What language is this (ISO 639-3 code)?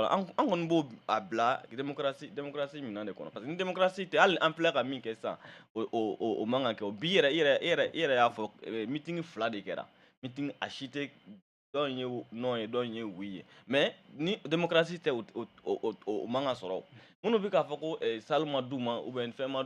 bam